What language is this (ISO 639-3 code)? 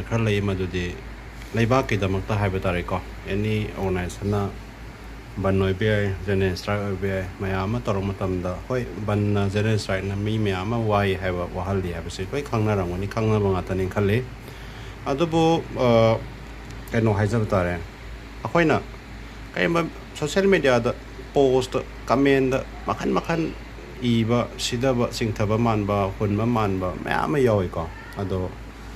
mni